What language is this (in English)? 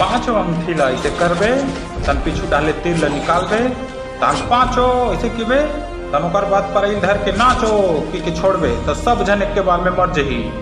Chhattisgarhi